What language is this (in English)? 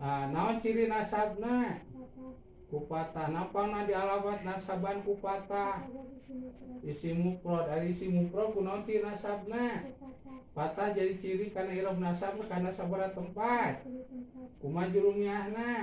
Sundanese